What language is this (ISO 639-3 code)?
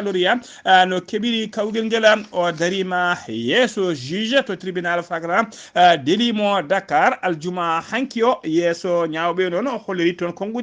ful